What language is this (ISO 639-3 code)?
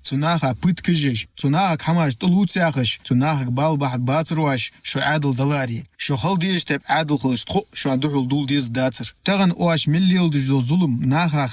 inh